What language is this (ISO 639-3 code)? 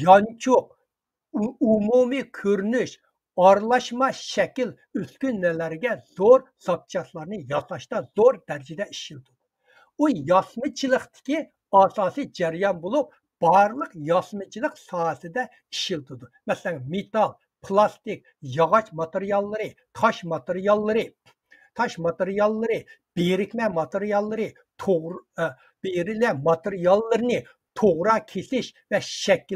uig